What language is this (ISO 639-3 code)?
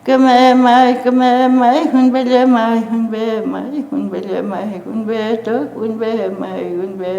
arn